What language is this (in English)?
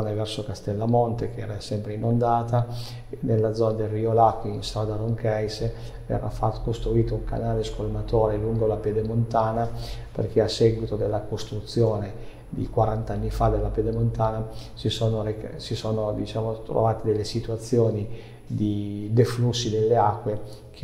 Italian